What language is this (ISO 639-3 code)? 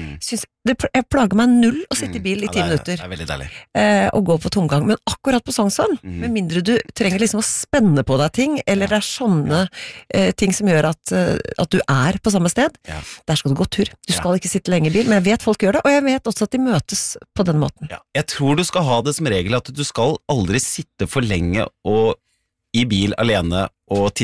nor